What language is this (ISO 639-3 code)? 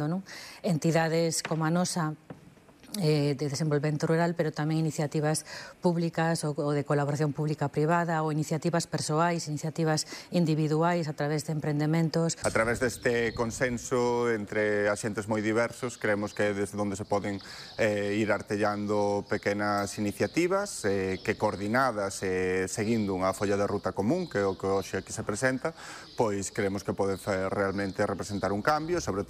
glg